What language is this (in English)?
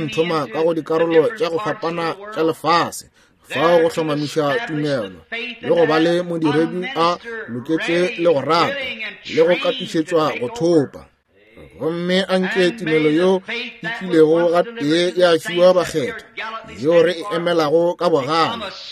Northern Sotho